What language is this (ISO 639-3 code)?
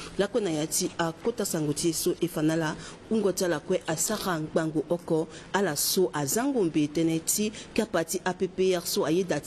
sag